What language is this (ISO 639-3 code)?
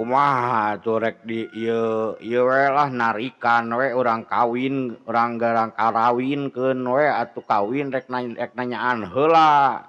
sun